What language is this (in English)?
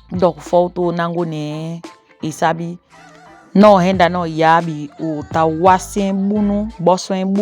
Saramaccan